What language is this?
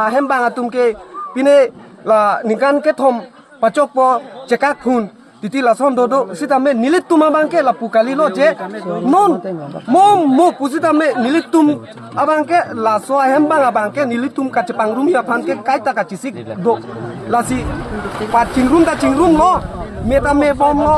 Karbi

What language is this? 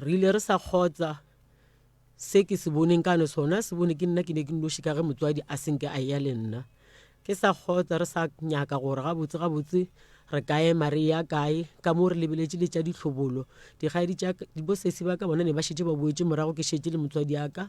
Northern Sotho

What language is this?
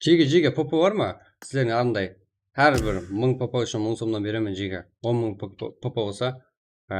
Kara-Kalpak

